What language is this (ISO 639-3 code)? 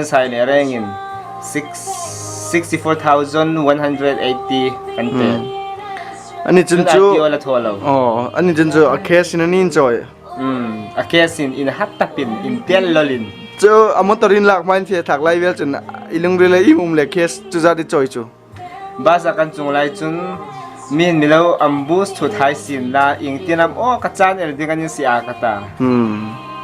hmr